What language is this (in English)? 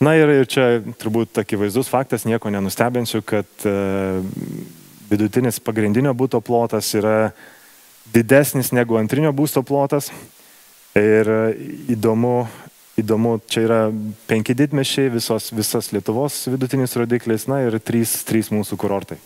Lithuanian